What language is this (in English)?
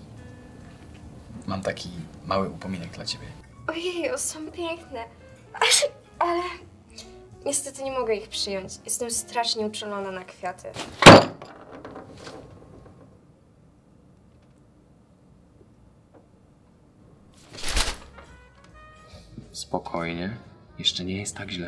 Polish